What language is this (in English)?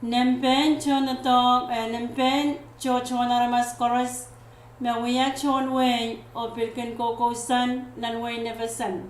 Pohnpeian